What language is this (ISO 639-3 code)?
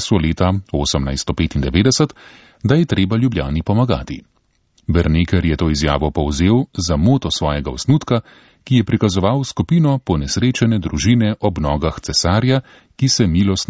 slv